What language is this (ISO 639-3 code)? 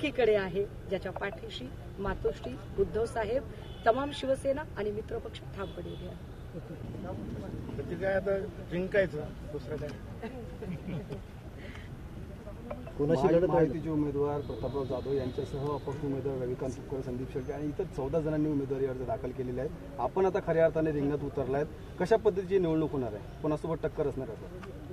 mar